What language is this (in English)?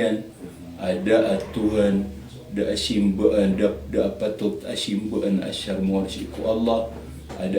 Maranao